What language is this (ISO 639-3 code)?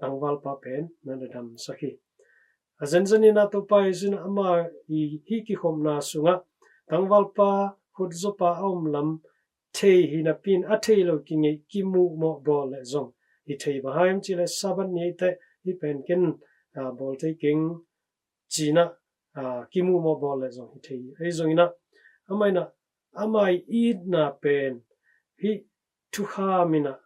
ctd